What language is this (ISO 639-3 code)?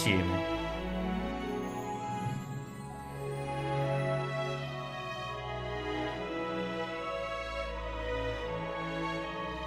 ita